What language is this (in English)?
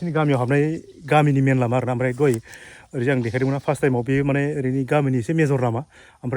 Bodo